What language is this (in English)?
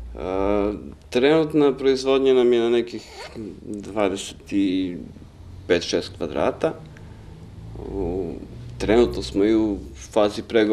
Serbian